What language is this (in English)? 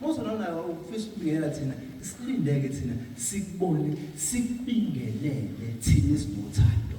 Zulu